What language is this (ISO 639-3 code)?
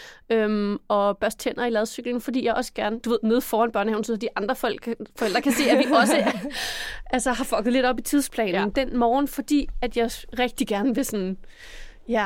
dan